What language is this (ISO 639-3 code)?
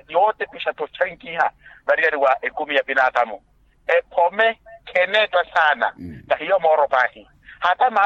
vmw